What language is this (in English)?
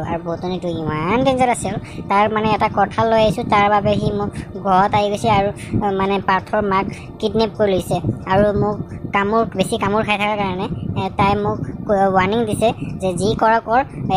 Assamese